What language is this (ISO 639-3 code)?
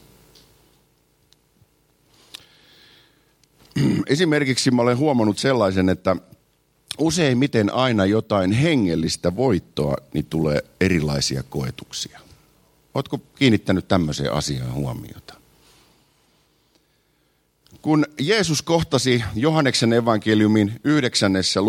fin